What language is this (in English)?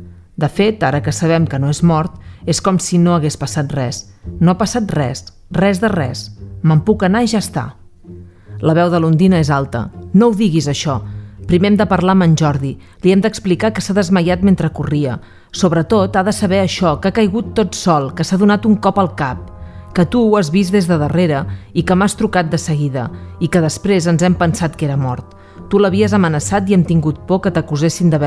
Catalan